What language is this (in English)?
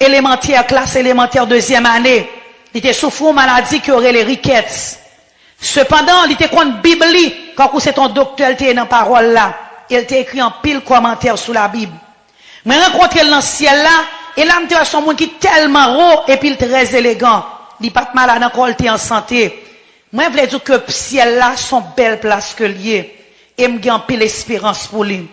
Haitian Creole